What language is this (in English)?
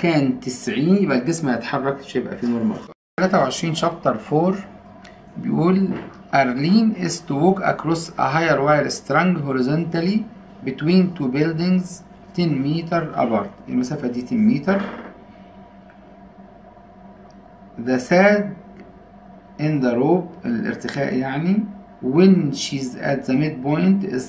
Egyptian Arabic